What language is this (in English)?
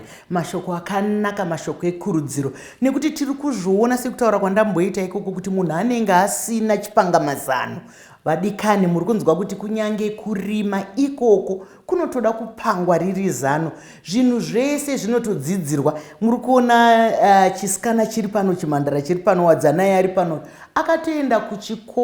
Shona